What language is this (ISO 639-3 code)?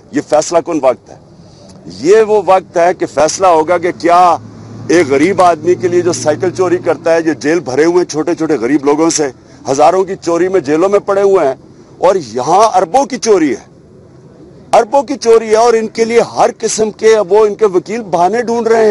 urd